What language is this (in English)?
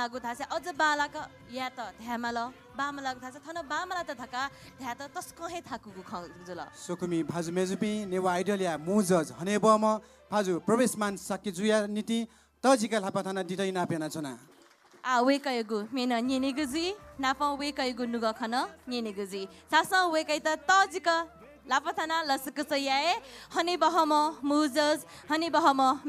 Newari